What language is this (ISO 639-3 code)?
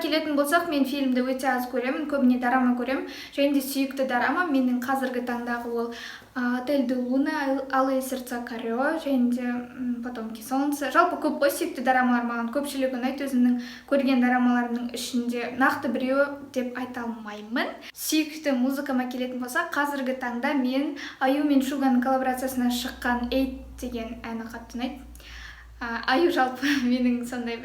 kaz